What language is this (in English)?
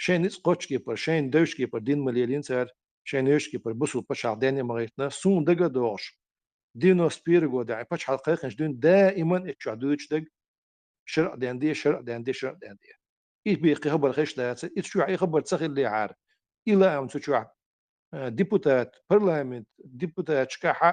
Chechen